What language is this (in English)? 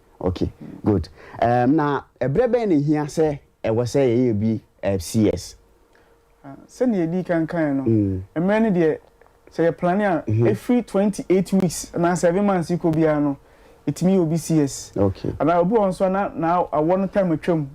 Akan